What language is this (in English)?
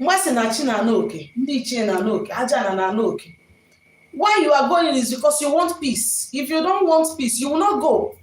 Igbo